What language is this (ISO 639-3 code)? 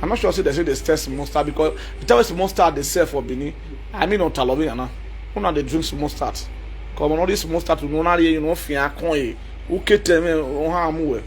pcm